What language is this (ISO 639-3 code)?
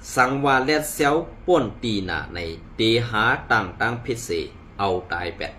shn